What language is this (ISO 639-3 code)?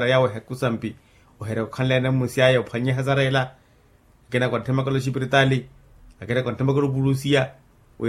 vmw